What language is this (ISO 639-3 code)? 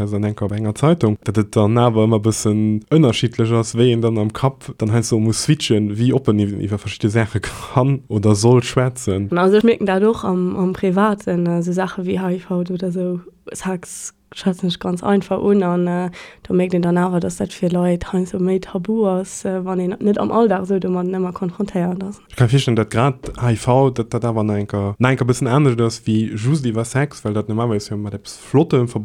ltz